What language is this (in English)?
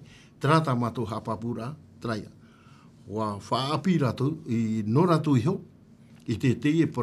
Tahitian